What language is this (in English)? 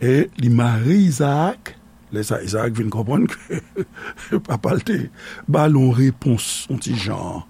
Haitian Creole